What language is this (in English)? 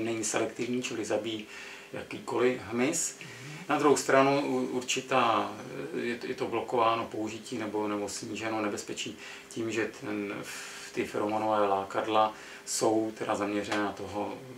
Czech